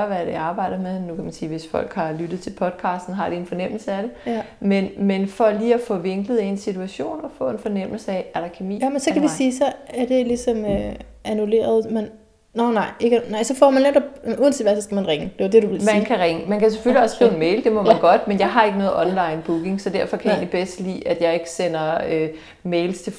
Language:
Danish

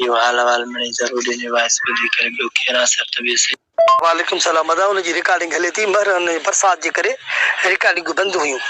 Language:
Sindhi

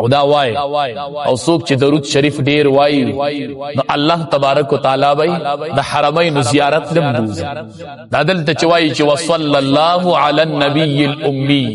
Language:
Pashto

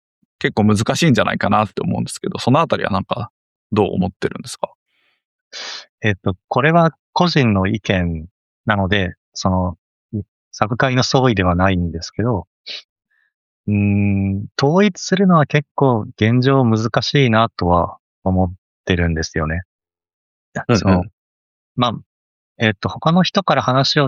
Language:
Japanese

